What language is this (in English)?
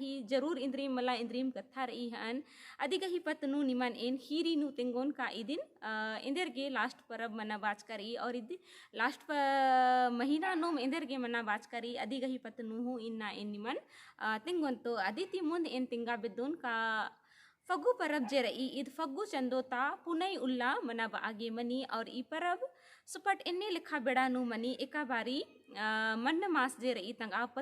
Kurukh